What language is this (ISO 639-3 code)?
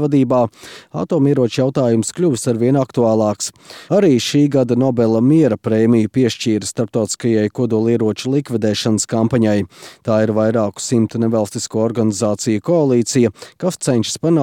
lav